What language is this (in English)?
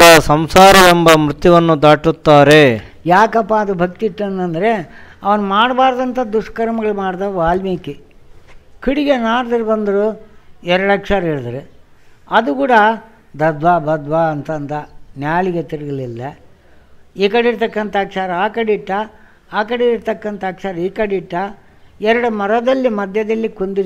Kannada